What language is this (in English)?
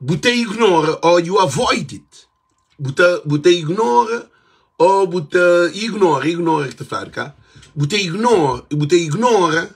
Kabuverdianu